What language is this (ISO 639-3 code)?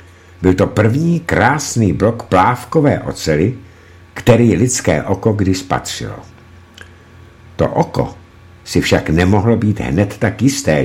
ces